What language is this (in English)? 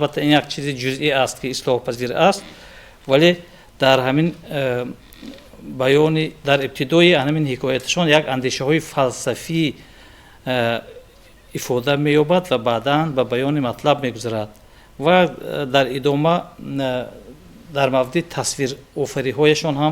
Tajik